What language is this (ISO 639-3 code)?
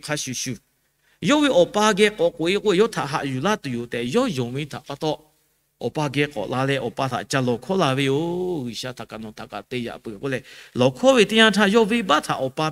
lhu